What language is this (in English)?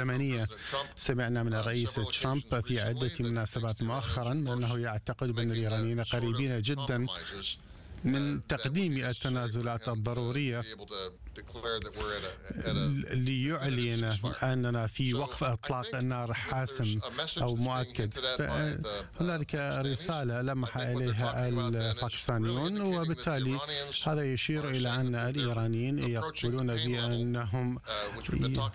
Arabic